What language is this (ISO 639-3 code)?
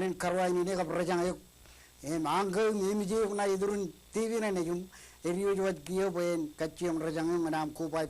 mah